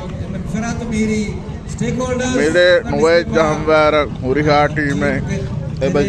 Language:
Divehi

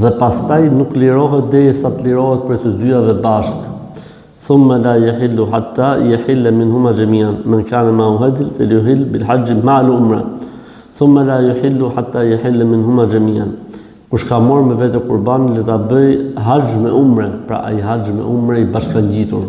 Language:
Albanian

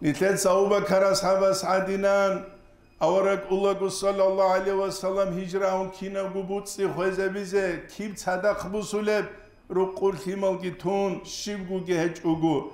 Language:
Avaric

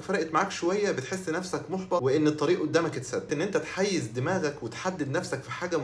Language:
Egyptian Arabic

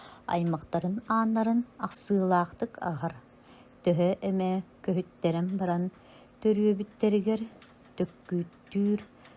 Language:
Yakut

